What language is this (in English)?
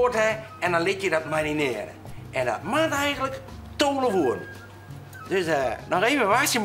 Western Frisian